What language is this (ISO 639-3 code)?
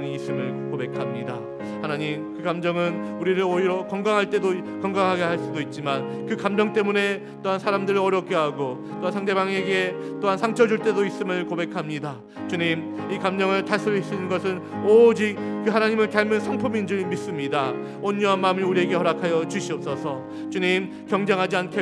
kor